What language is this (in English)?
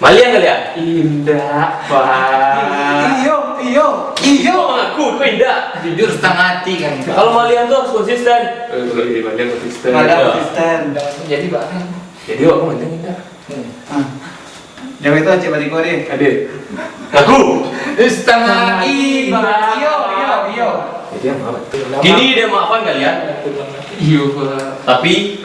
Minangkabau